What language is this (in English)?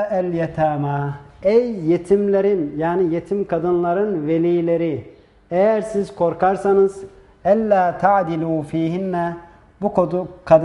Turkish